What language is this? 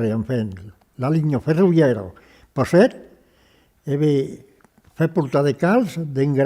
Occitan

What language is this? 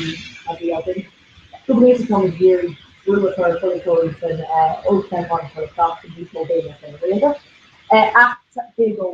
Irish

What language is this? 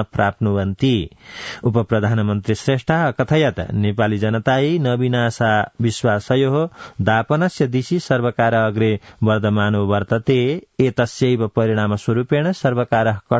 Sanskrit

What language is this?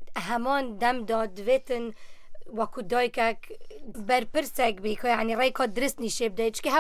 Kurdish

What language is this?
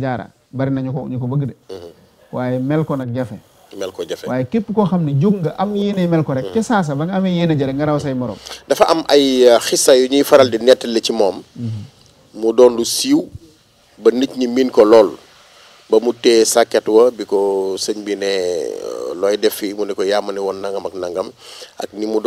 Wolof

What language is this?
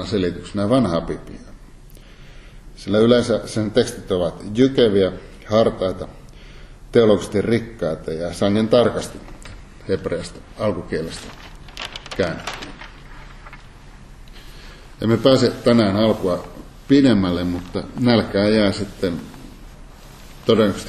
Finnish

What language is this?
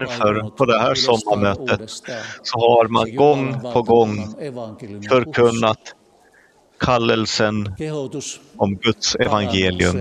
Swedish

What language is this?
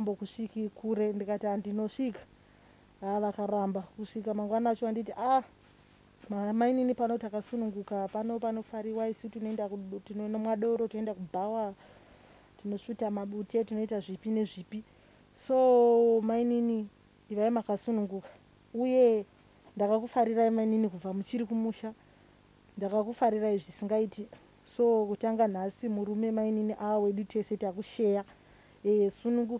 Shona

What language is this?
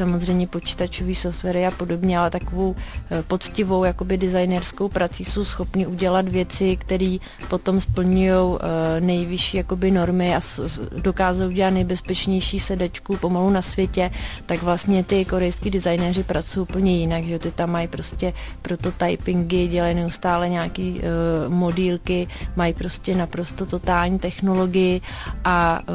Czech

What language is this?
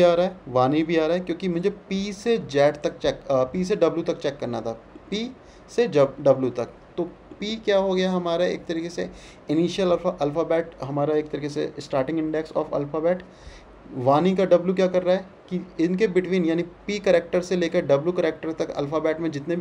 Hindi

